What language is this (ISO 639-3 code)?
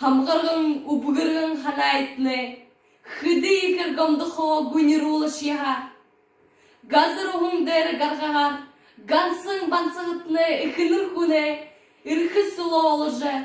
bua